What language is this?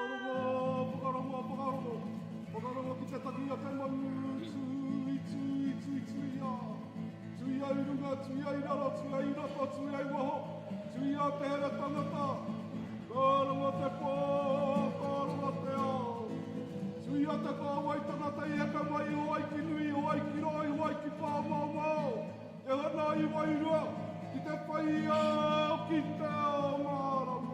Māori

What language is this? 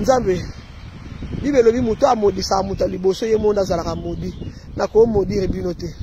Lingala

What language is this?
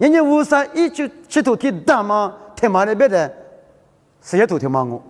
Lisu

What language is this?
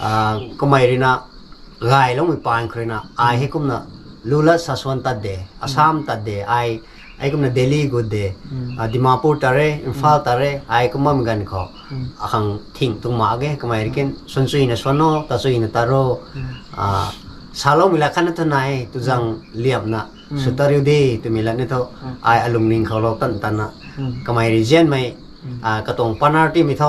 Rongmei Naga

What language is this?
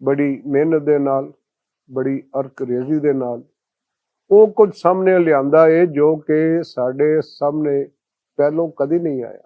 Western Panjabi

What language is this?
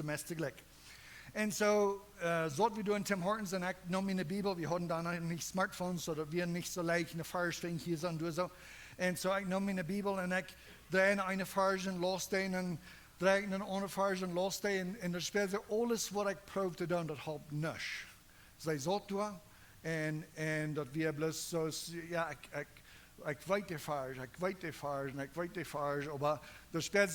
Plautdietsch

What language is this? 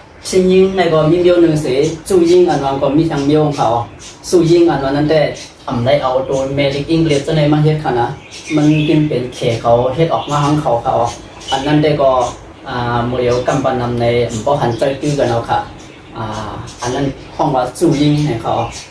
Shan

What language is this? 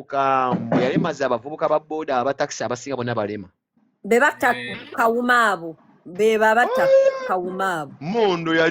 Ganda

